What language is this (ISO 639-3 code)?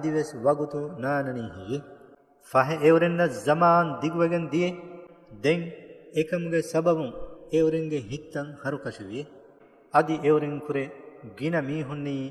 div